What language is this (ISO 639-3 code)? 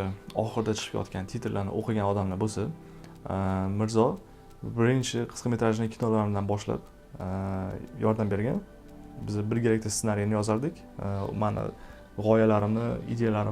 uzb